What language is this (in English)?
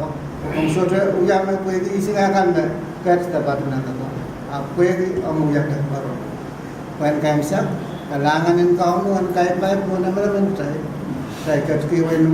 Pohnpeian